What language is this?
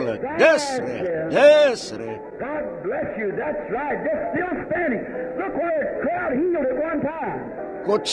Afrikaans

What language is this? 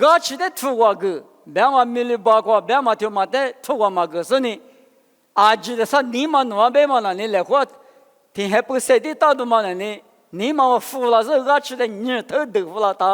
Lisu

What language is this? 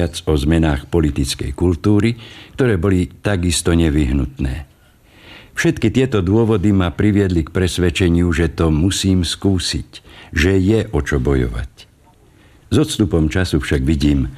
Slovak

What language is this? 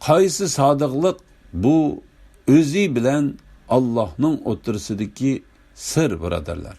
Uyghur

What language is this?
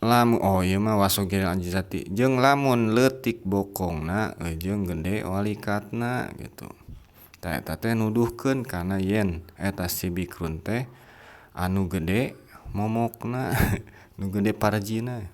Sundanese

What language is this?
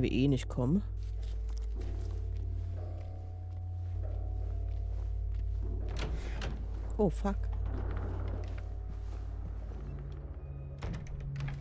German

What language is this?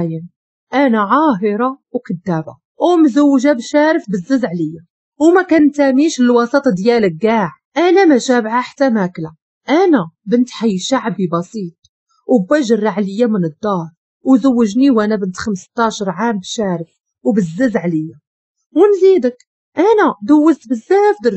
Moroccan Arabic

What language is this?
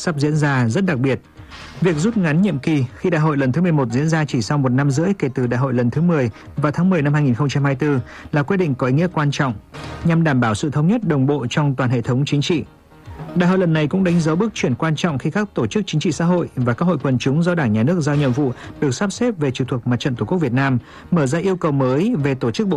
Vietnamese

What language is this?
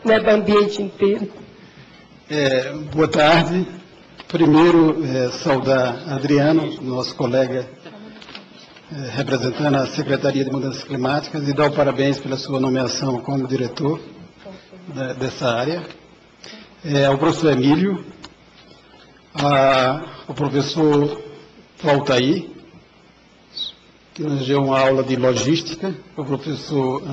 Portuguese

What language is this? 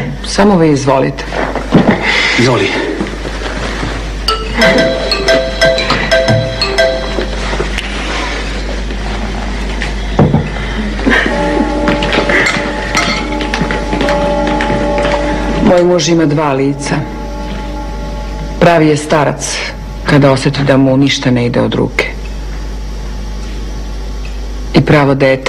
Serbian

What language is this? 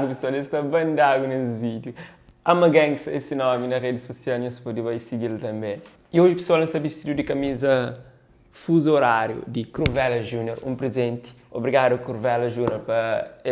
Kabuverdianu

